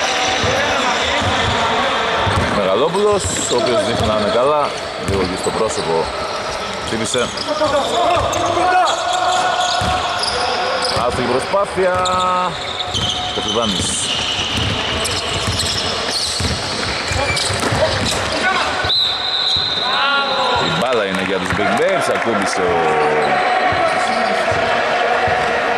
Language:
Greek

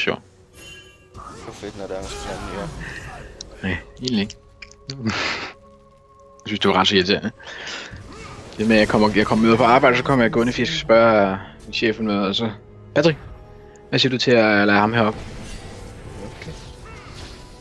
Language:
Danish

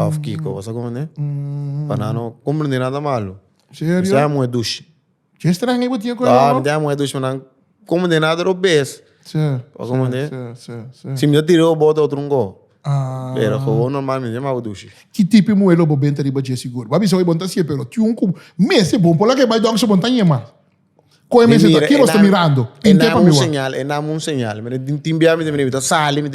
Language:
Papiamento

